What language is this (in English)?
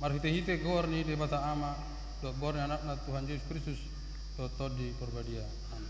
Batak Toba